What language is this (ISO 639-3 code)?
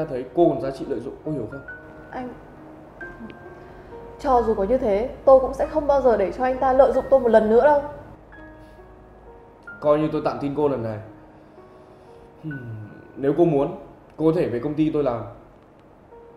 vie